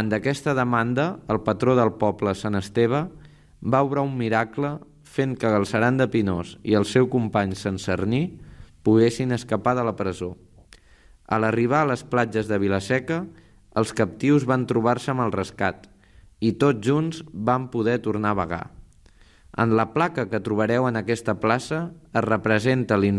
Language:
Catalan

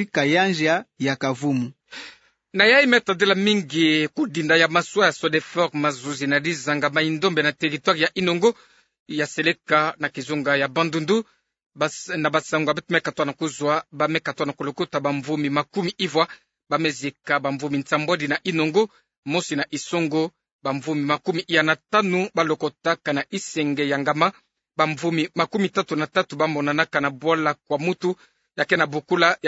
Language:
Kituba (Democratic Republic of Congo)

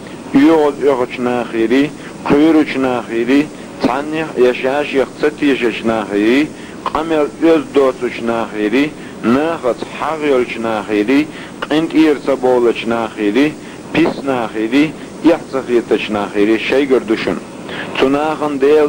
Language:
Chechen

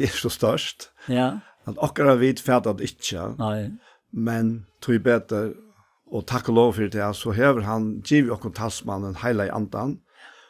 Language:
Faroese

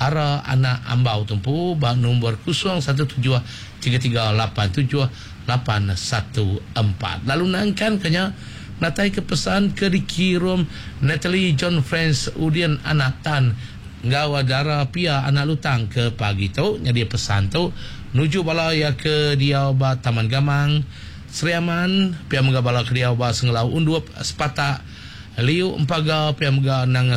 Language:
Iban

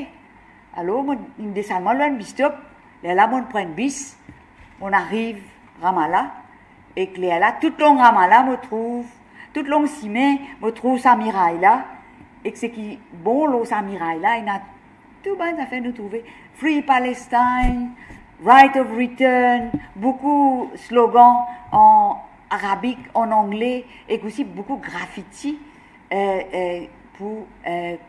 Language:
Morisyen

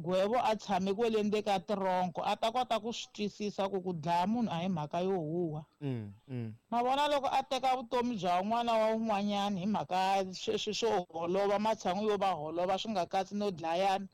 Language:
Tsonga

